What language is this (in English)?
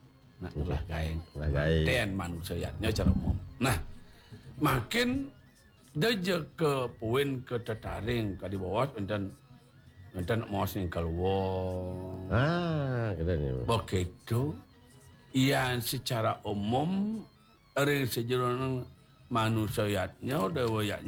Balinese